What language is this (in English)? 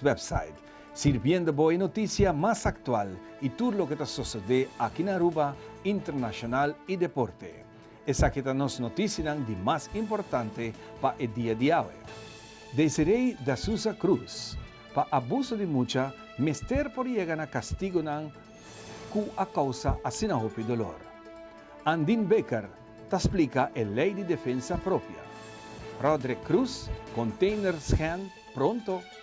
Papiamento